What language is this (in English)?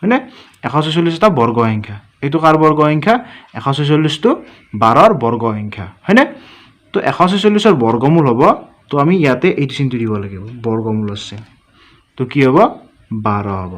Assamese